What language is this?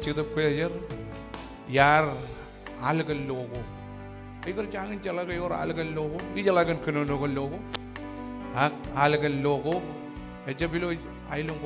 Marshallese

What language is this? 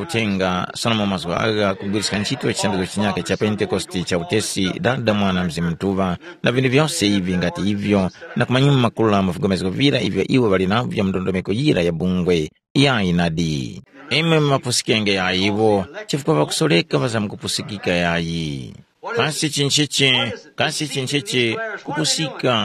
Tumbuka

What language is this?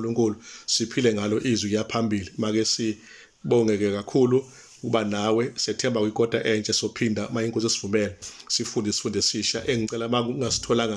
Zulu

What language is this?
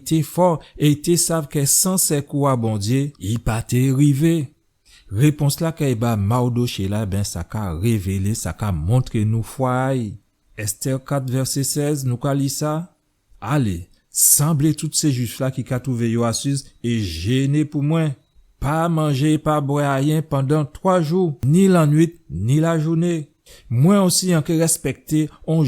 Guadeloupean Creole French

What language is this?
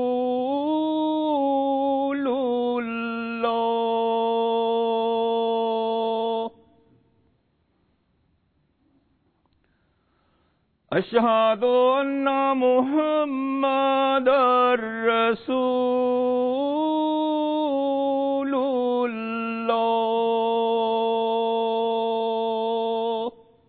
Bangla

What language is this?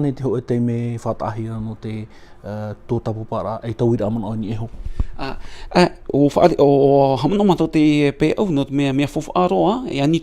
Tahitian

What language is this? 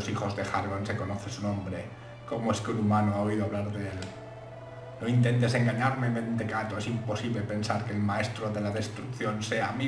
Spanish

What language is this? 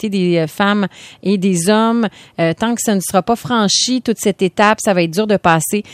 French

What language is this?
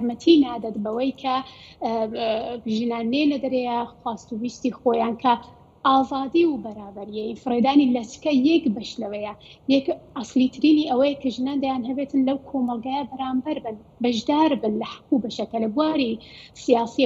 Central Kurdish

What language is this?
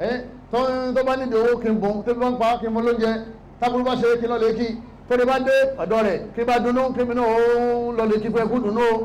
Yoruba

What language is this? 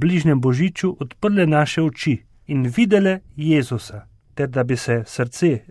Slovenian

